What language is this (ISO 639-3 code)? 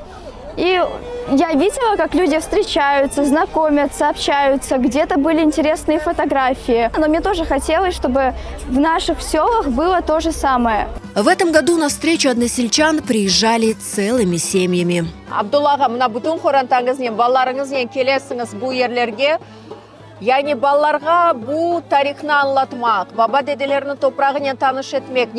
crh